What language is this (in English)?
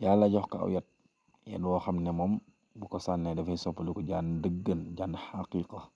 Wolof